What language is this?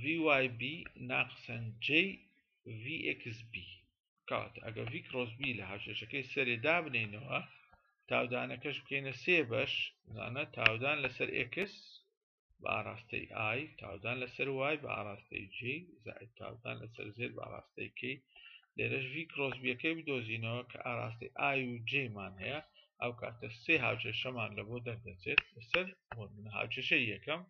Central Kurdish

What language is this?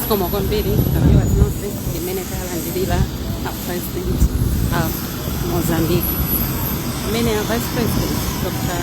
Nyanja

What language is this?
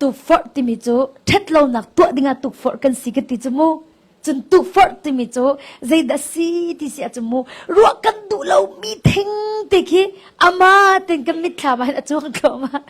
Hakha Chin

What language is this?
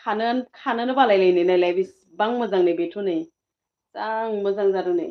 Bodo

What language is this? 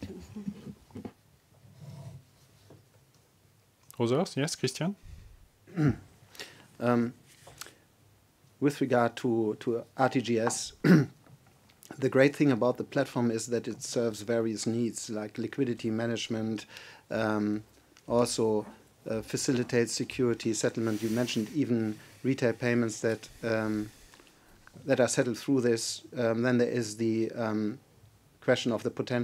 English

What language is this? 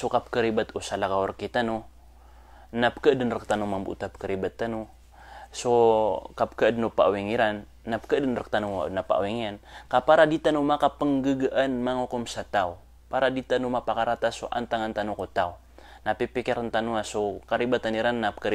Maranao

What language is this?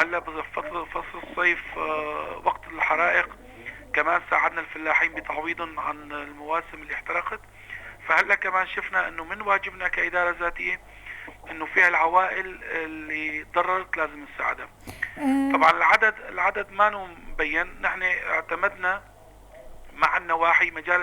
North Levantine Arabic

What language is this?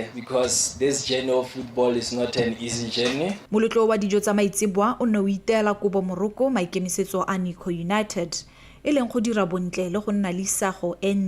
Tswana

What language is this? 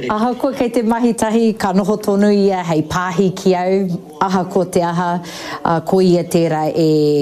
Māori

